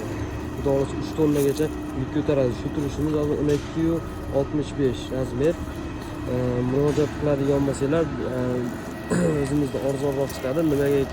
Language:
Uzbek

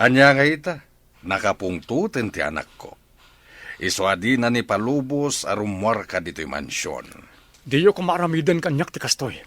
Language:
Iloko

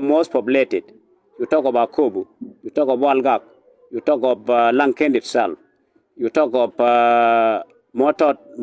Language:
Nuer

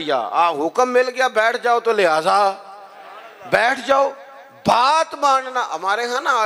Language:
Urdu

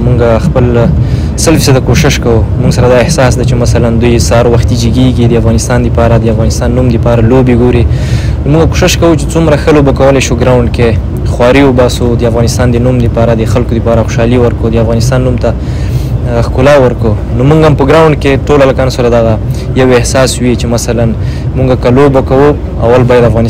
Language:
Pashto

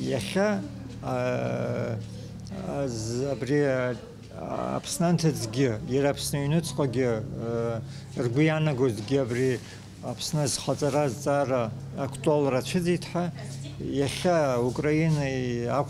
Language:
Abkhazian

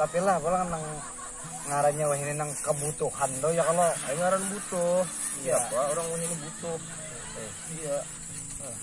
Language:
Banjar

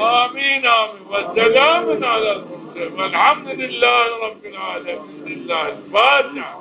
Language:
Zaza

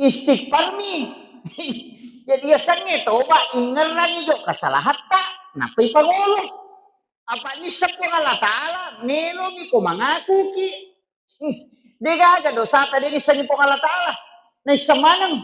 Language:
Buginese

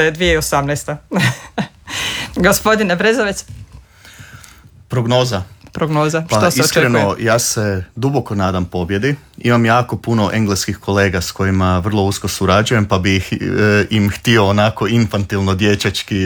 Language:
Croatian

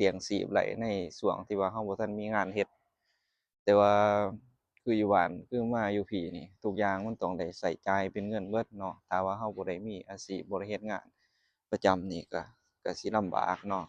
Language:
Lao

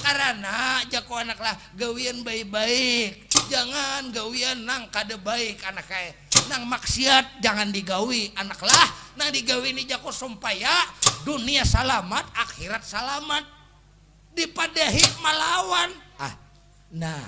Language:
Banjar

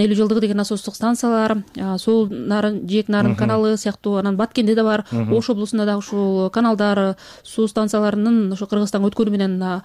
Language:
Kyrgyz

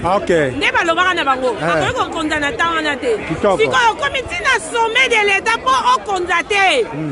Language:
Lingala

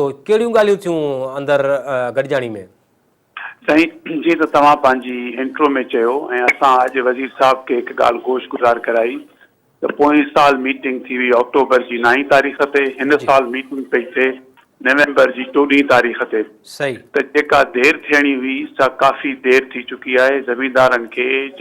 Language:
Sindhi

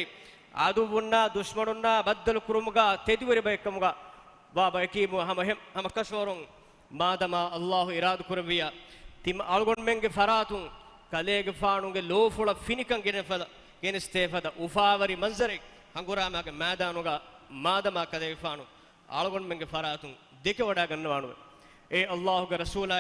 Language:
Divehi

